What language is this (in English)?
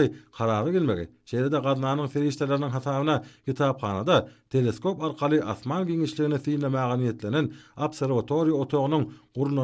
Turkmen